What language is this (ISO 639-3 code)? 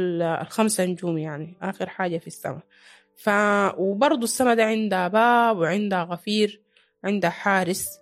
apd